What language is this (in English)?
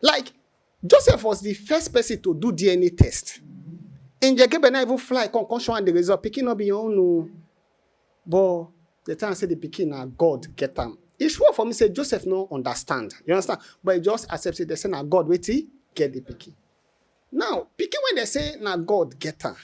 Nigerian Pidgin